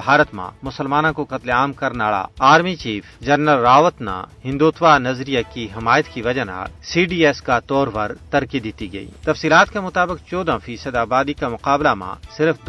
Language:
Gujari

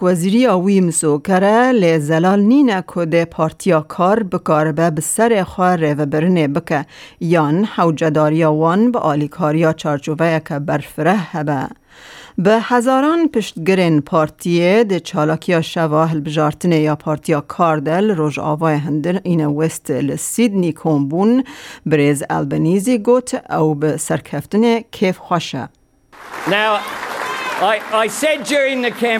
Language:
Kurdish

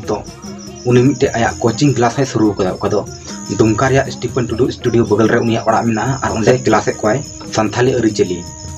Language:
Santali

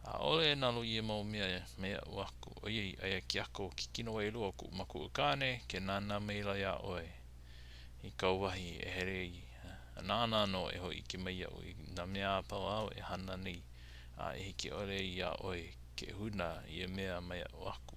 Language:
Hawaiian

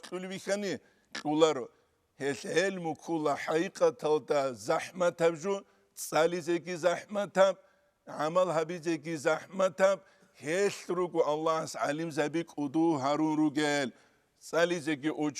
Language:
Avaric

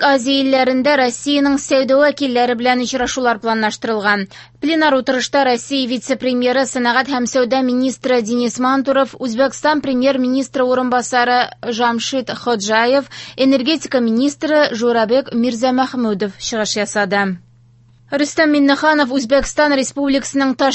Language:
Tatar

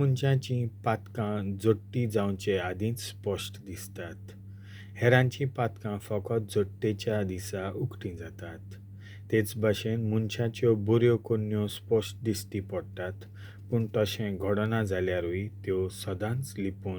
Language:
Konkani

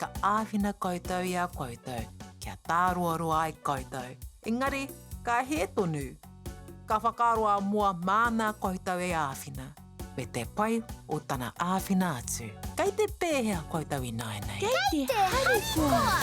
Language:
Māori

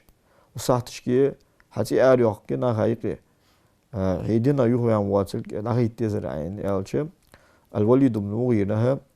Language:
Ingush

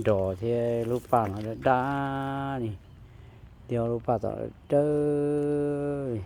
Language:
Hmong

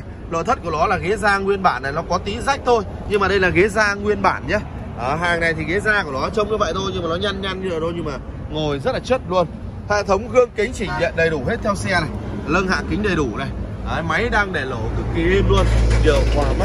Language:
Vietnamese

